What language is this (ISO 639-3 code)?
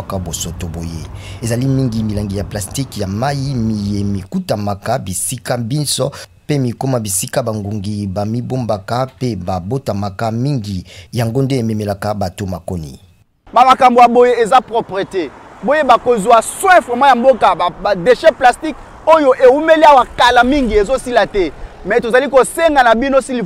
lin